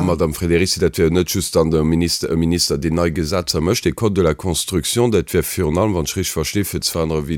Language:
Luxembourgish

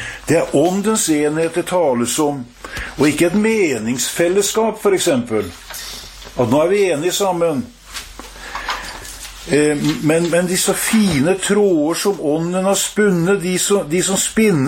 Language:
Norwegian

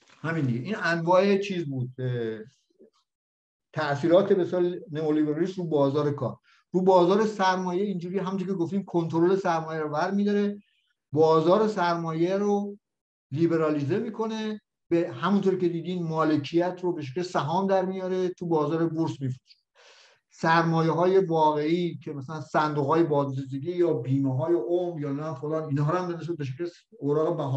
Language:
Persian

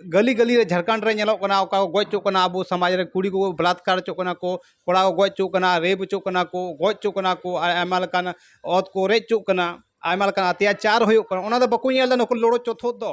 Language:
Santali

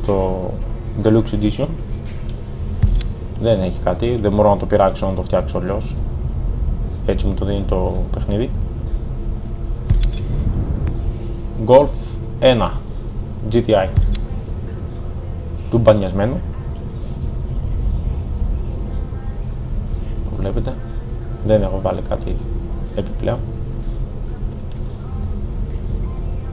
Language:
Greek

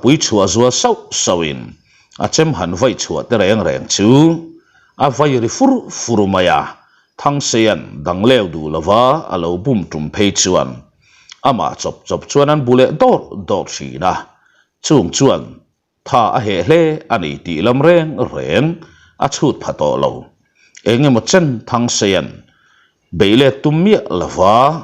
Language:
Mizo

